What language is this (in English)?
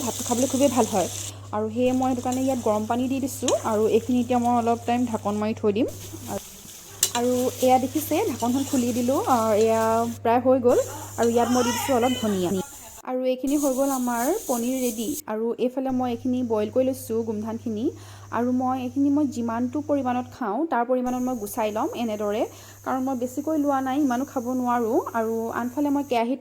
Assamese